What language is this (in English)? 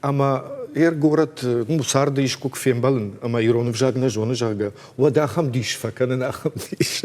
Ossetic